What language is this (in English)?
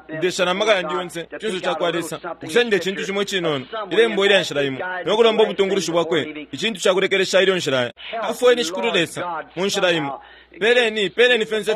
Bemba